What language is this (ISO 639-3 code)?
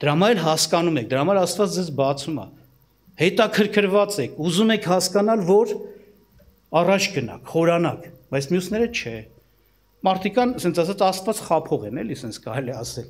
hye